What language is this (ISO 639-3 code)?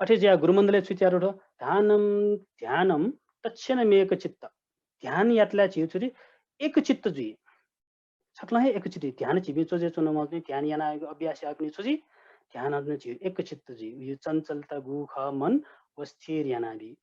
new